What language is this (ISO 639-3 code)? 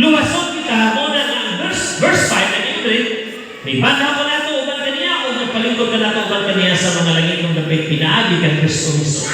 ceb